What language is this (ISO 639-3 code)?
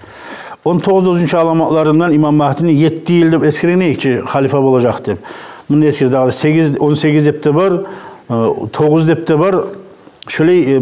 kum